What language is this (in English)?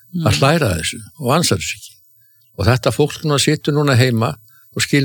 Icelandic